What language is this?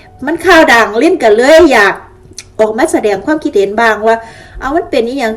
Lao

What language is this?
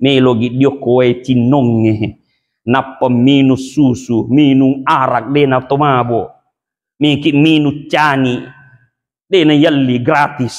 Buginese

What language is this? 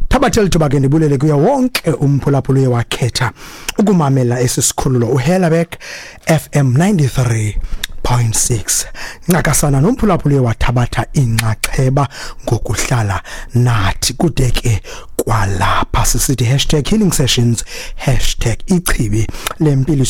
Xhosa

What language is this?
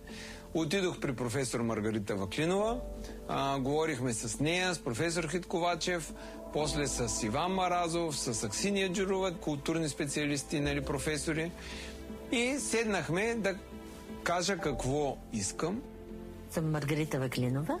Bulgarian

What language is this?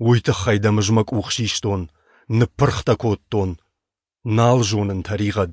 Ossetic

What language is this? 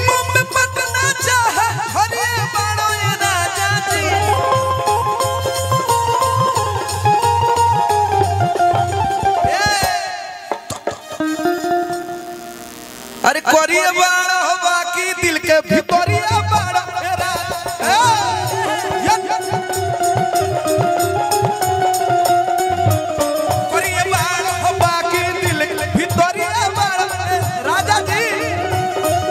Bhojpuri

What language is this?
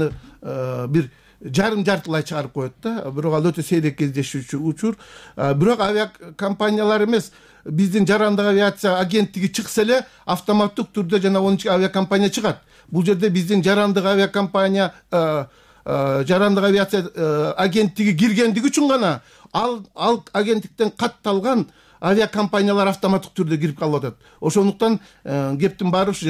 Kyrgyz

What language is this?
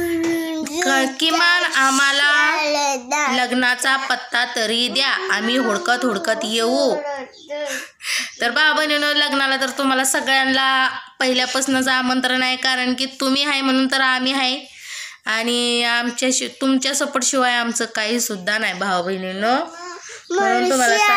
Marathi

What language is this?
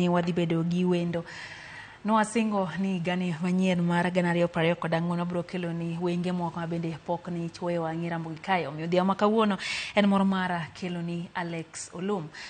Luo (Kenya and Tanzania)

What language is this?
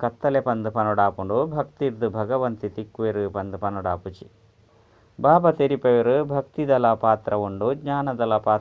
Tulu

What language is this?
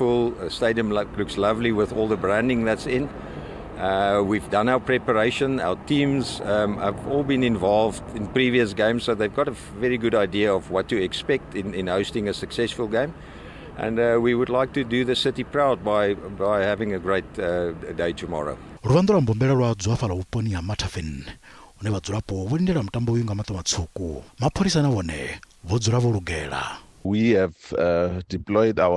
Venda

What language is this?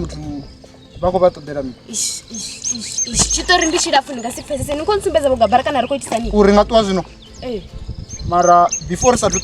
Venda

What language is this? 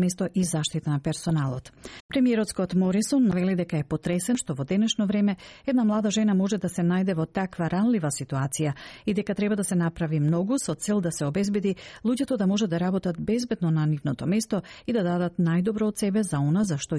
Macedonian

